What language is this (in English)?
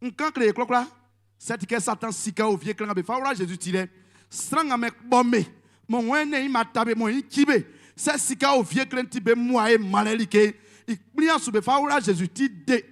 Baoulé